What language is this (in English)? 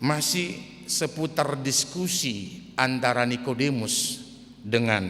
Batak Toba